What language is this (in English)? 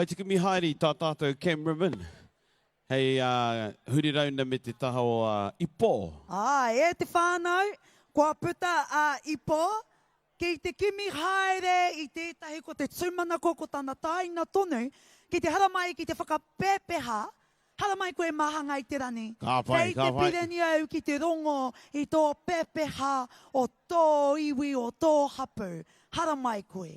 Māori